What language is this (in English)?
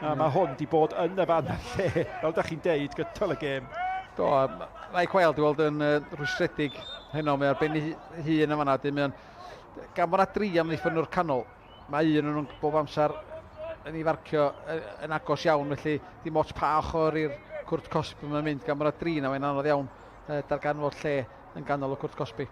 Welsh